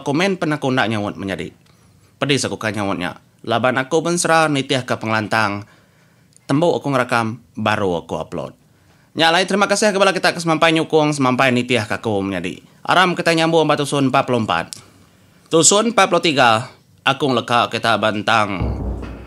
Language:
Iban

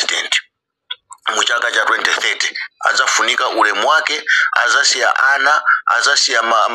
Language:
Nyanja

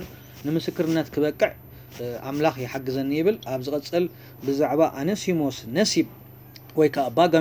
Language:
Tigrinya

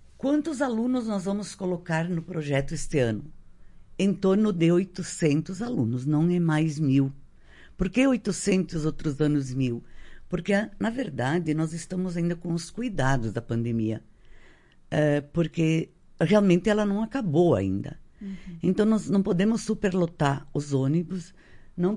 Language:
Portuguese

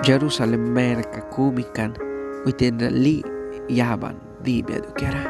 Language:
Mískito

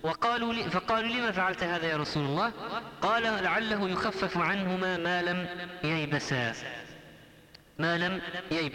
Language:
Arabic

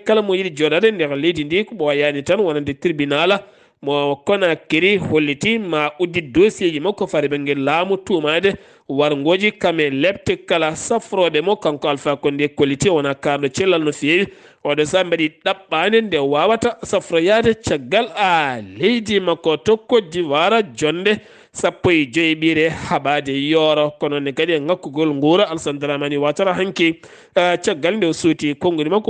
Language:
Fula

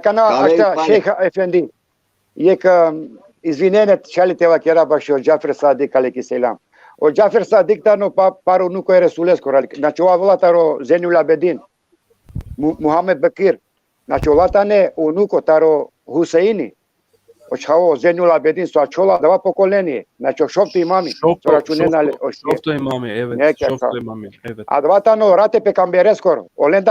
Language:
Balkan Romani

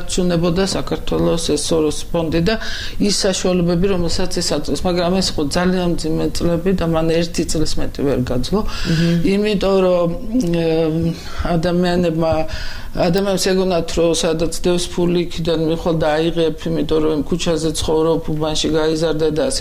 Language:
Georgian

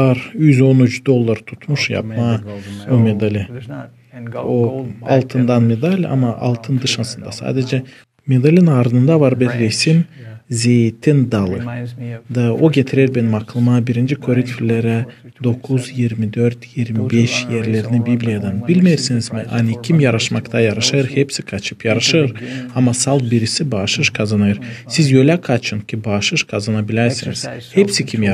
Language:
Gagauz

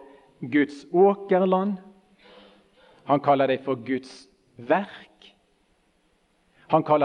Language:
Norwegian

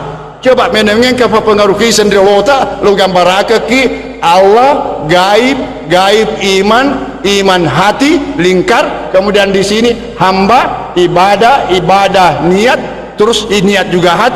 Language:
Buginese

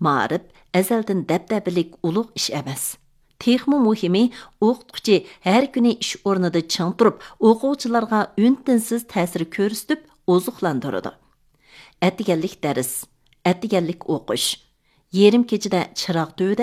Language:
Uyghur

